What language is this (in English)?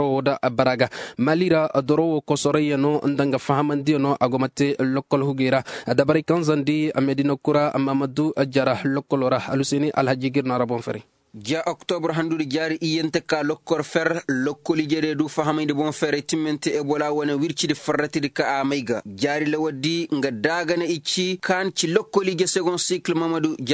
Zarma